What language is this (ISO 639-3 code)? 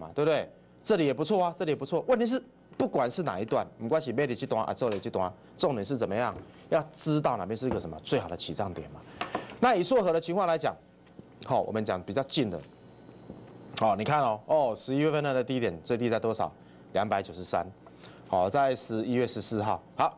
zho